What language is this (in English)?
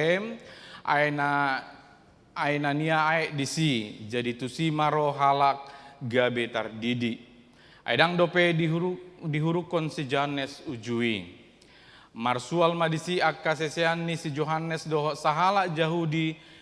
Batak Toba